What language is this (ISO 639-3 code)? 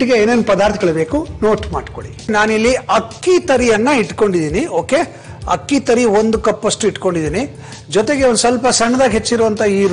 kan